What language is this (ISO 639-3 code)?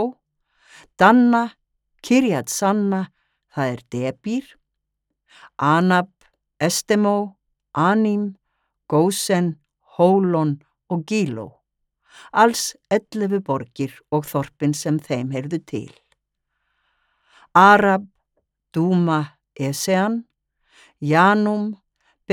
isl